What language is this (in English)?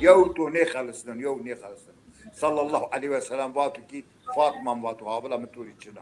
Zaza